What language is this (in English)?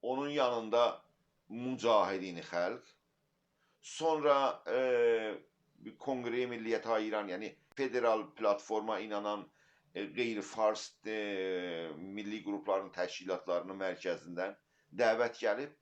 South Azerbaijani